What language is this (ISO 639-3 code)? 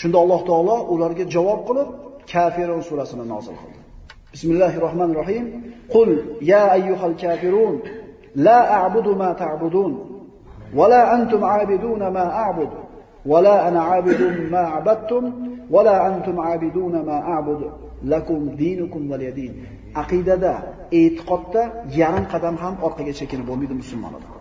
uzb